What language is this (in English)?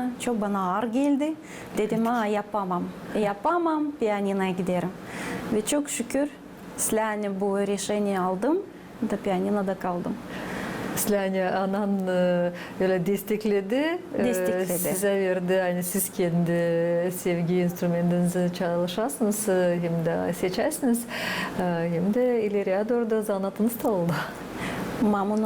Gagauz